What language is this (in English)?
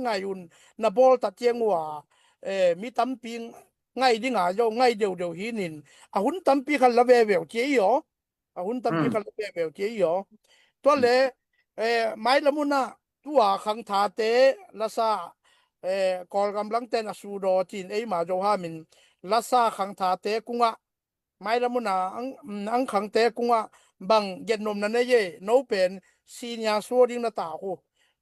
Tedim Chin